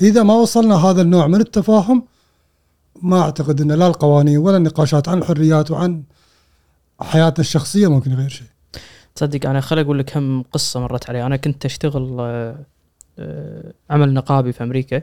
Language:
Gulf Arabic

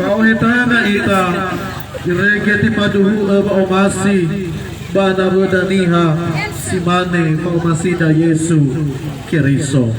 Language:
Nias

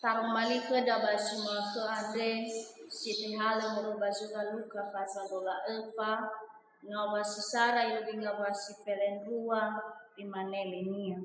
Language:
Nias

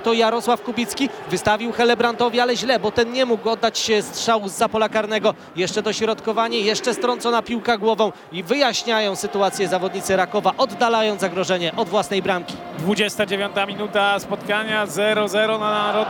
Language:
Polish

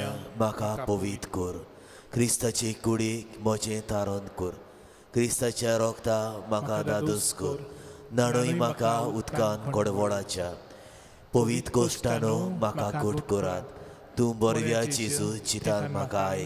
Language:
Konkani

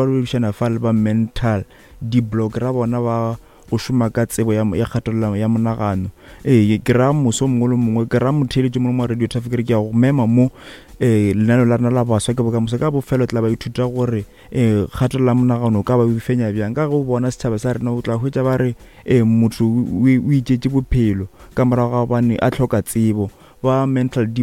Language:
Northern Sotho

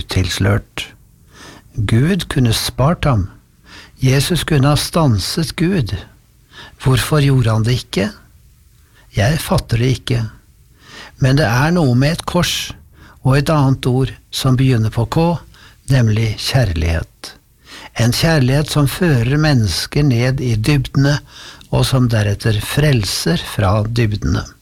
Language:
Norwegian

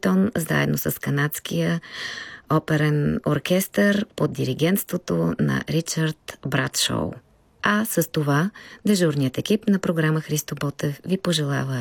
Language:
Bulgarian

